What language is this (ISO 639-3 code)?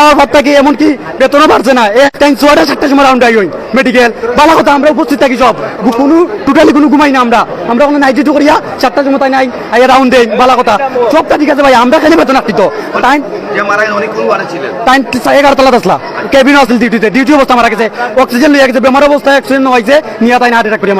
syl